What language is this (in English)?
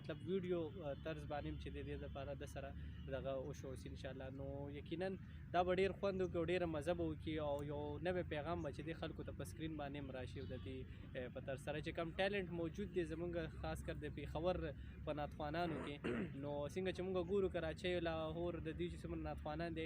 Pashto